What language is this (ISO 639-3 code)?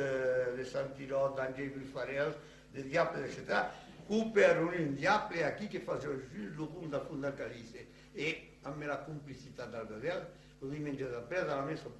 oci